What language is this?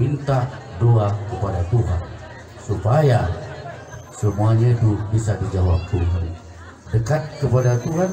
Batak Toba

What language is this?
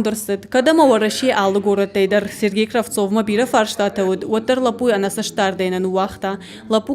Ossetic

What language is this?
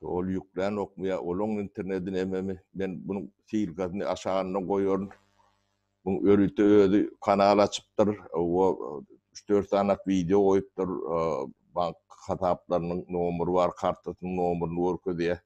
Turkmen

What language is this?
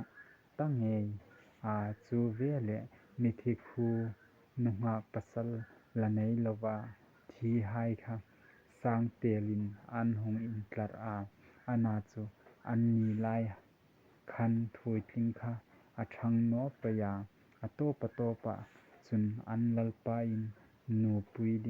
Hmar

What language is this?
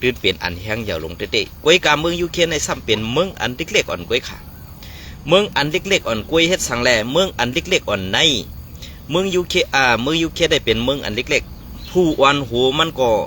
Shan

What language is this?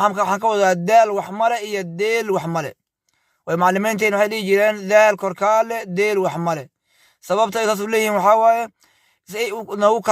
Somali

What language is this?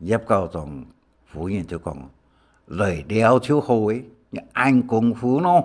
Hakka Chinese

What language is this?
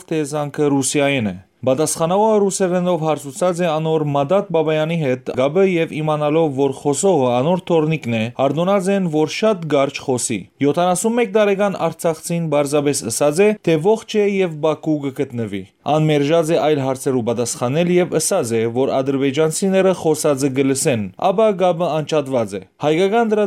Western Armenian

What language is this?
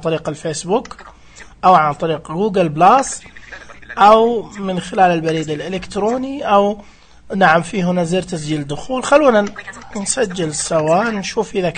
Najdi Arabic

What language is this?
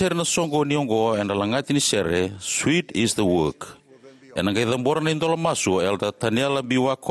Fijian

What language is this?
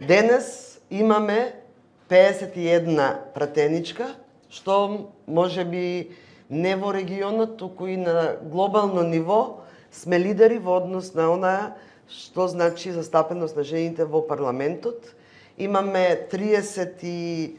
Macedonian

